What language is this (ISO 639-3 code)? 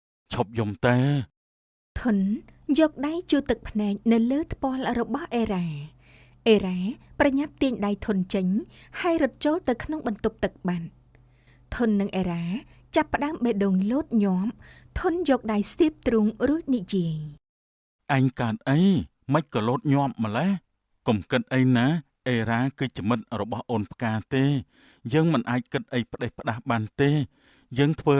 khm